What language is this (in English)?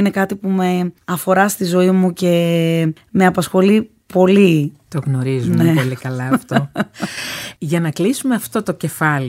Greek